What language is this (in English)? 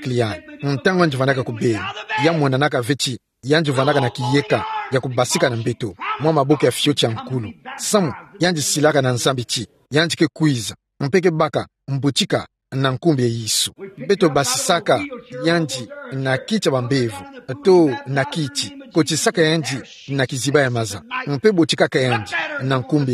Kituba (Democratic Republic of Congo)